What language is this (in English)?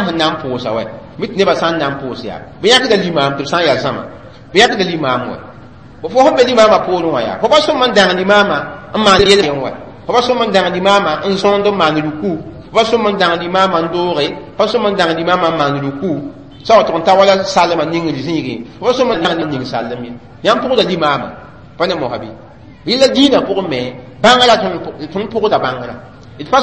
Mossi